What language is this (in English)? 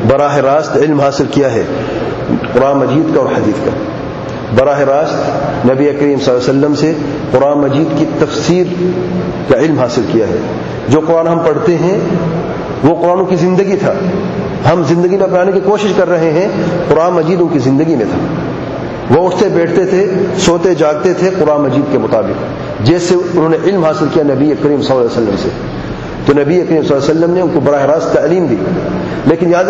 Urdu